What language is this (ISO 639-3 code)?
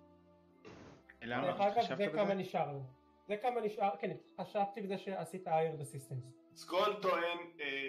heb